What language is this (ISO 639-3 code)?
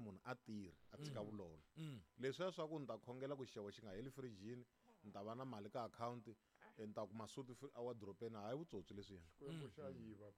tso